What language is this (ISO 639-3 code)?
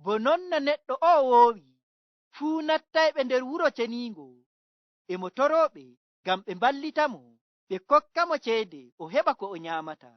fuv